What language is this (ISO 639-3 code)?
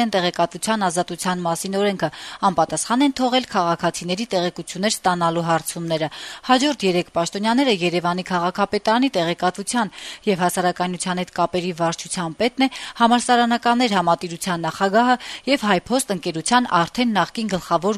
hye